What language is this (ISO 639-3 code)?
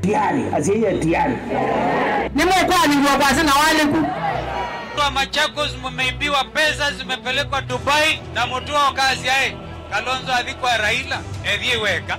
kam